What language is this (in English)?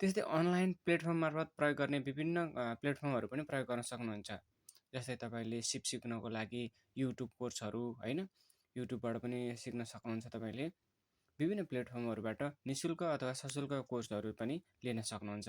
Nepali